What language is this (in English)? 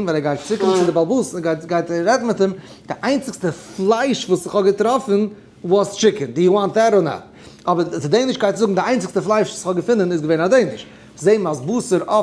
Yiddish